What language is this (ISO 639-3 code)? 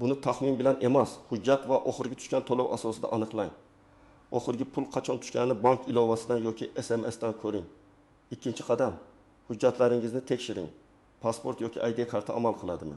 uzb